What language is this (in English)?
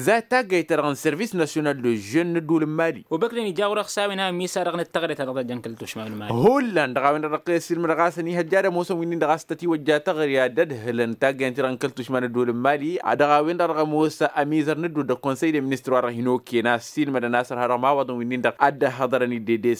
Tamasheq